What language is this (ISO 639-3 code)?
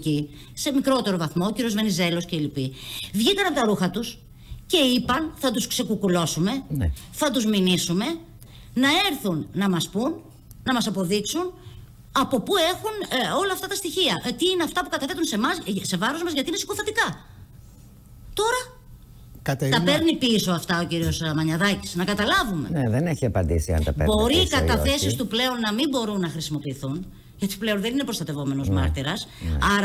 ell